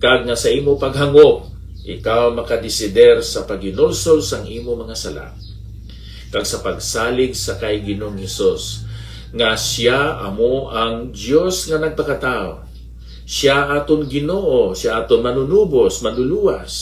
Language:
Hiligaynon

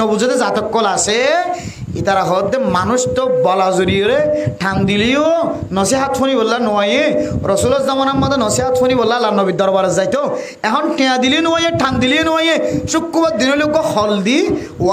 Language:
Rohingya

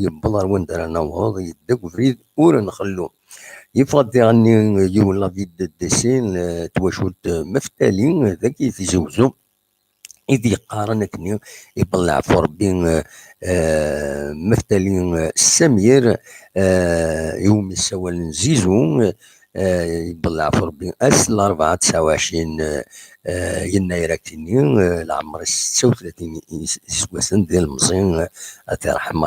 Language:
Kabyle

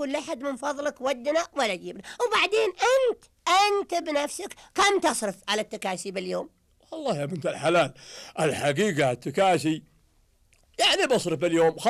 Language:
Najdi Arabic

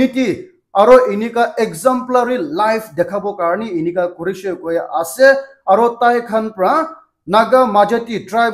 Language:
Naga Pidgin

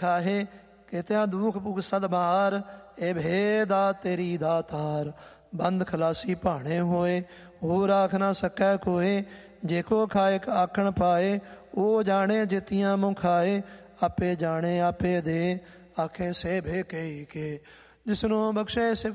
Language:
Punjabi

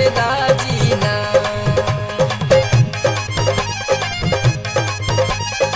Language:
Bhojpuri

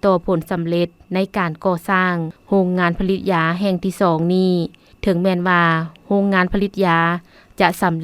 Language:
Lao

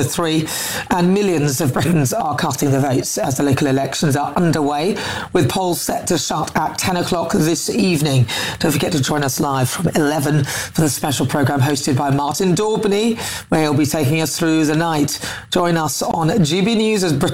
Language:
English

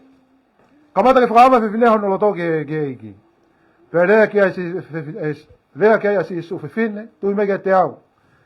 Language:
Tongan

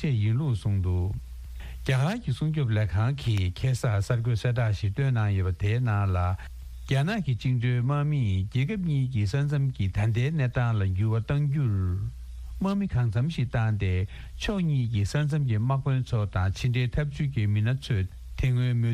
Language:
Tibetan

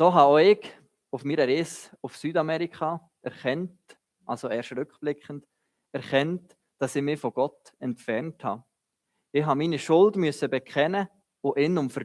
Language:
Swiss German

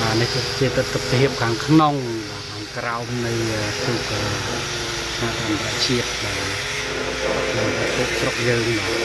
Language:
Khmer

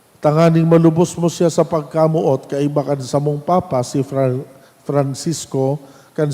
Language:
Bikol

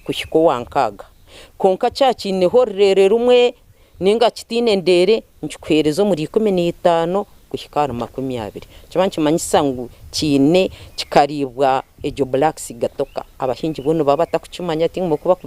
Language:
Nyankole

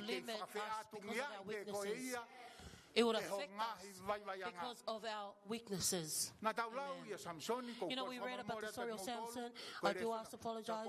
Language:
Tongan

